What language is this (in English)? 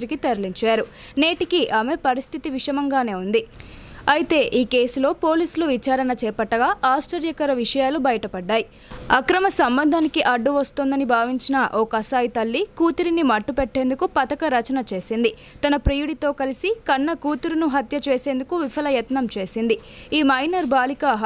Telugu